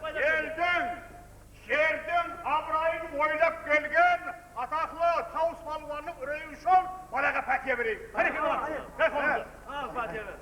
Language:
Kara-Kalpak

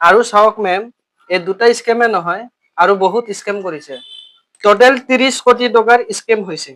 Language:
Assamese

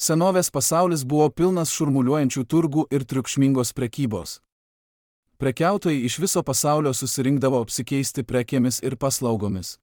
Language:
Lithuanian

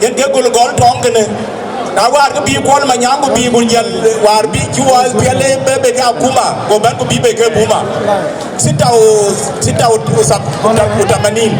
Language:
Dinka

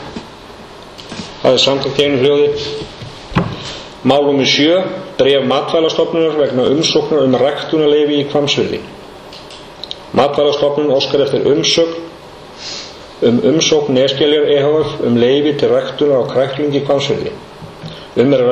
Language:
Icelandic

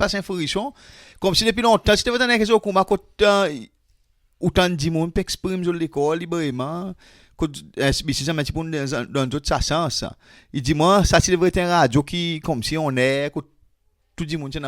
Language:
Seselwa Creole French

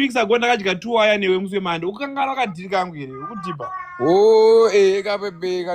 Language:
Shona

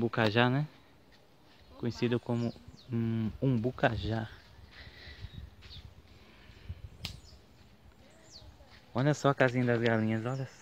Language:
Portuguese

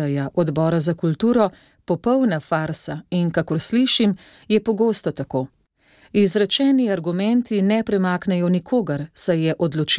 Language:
Slovenian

